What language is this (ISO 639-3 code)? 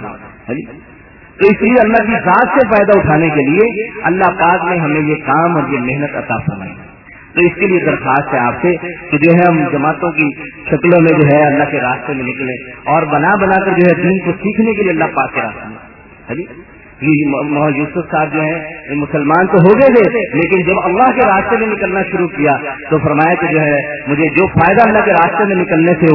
urd